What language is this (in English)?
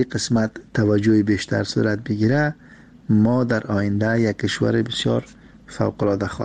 Persian